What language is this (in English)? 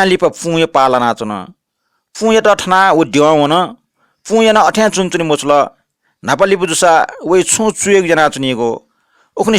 Newari